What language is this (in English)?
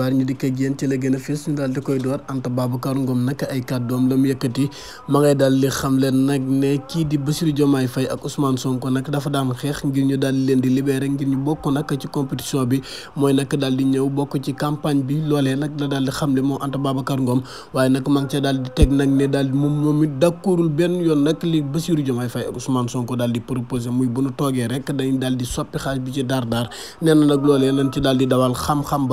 Wolof